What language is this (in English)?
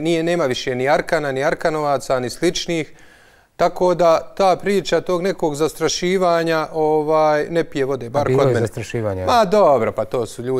Bosnian